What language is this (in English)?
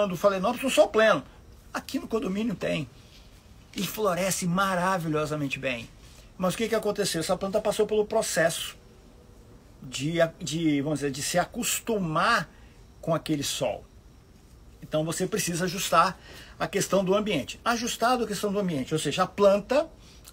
Portuguese